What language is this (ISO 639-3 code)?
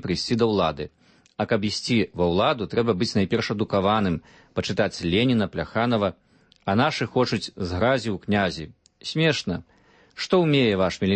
bel